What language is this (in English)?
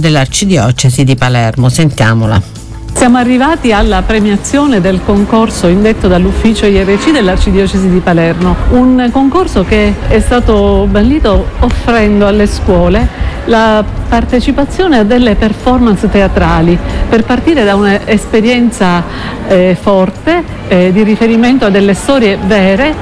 Italian